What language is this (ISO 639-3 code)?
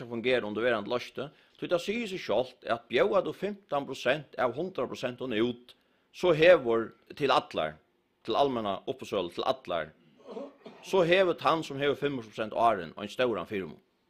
fao